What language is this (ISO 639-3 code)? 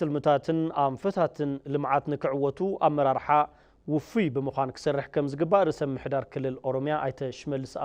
tir